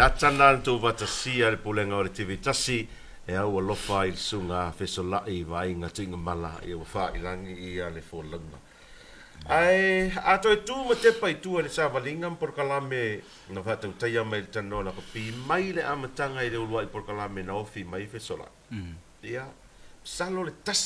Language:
Samoan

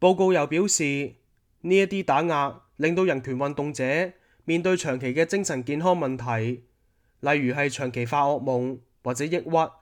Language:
Cantonese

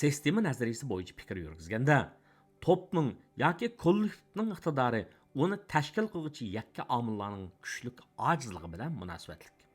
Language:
Uyghur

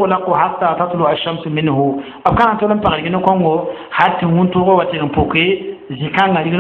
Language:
Mossi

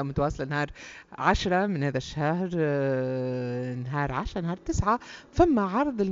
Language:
Tunisian Arabic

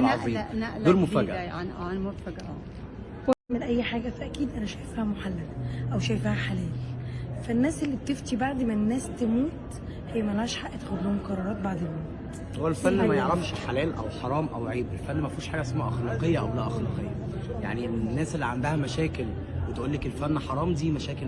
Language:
Egyptian Arabic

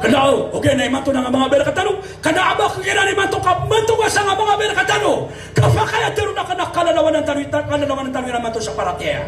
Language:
Maranao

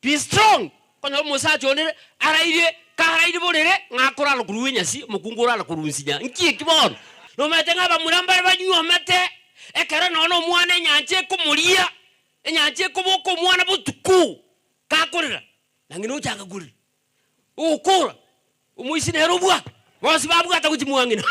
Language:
Gusii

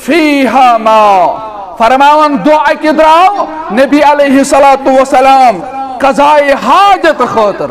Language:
Kashmiri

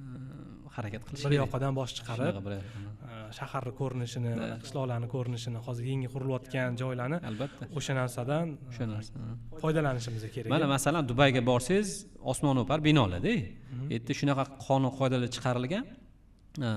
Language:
Uzbek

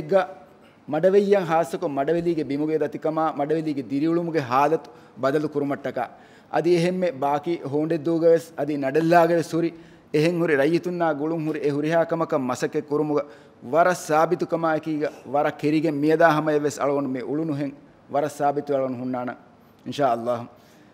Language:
Divehi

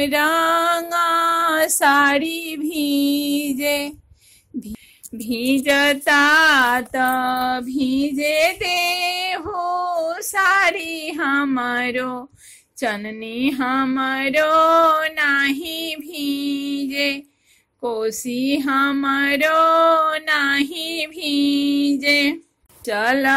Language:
Bhojpuri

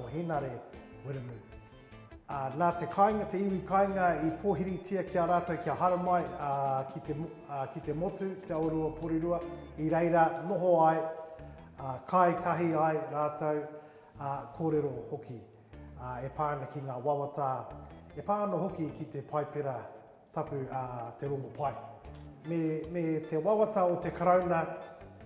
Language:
Māori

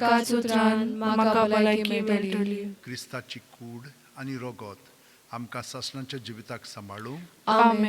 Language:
Konkani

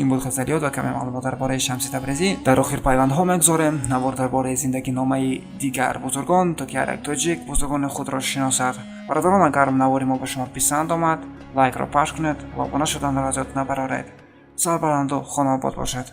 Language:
Tajik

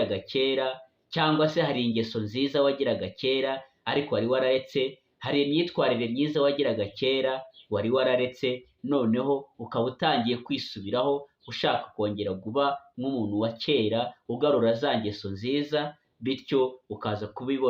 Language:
Kinyarwanda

